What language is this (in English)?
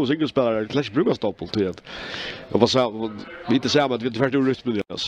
Faroese